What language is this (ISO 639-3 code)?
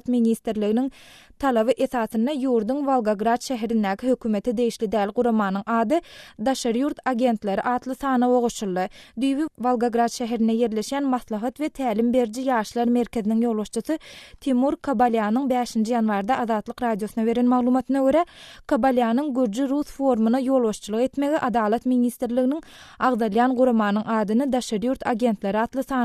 tuk